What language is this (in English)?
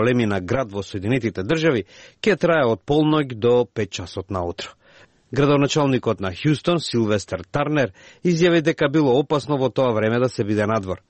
Macedonian